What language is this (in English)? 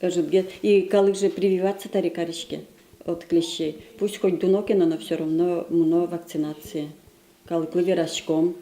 Udmurt